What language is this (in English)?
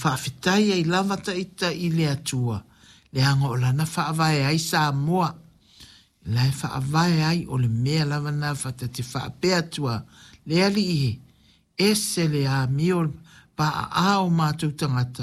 Samoan